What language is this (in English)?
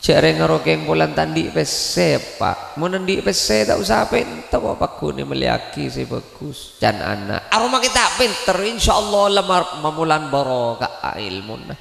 Madurese